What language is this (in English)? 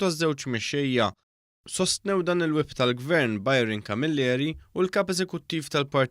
Maltese